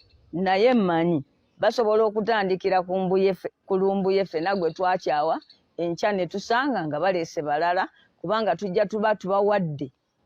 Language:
Ganda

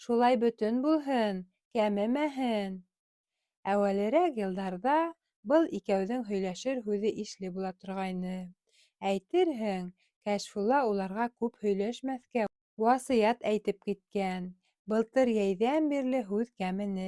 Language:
Bashkir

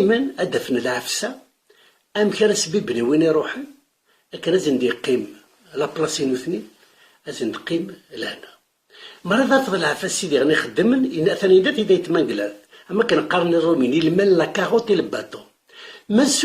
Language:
Kabyle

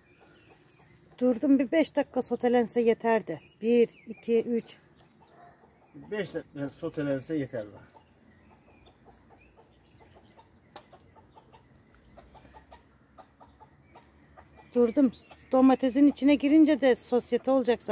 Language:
Turkish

